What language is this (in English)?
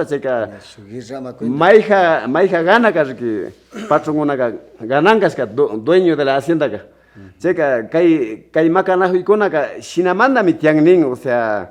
Imbabura Highland Quichua